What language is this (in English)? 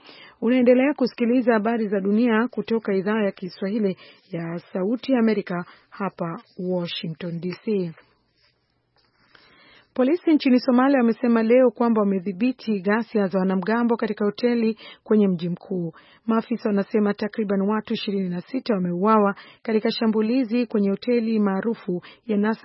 Swahili